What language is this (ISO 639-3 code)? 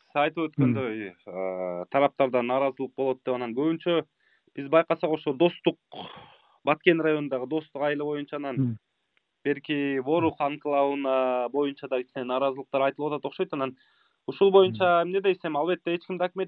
kir